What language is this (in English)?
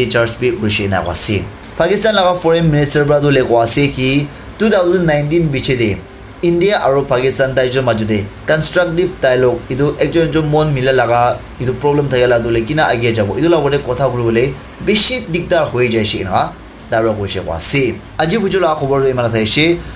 Naga Pidgin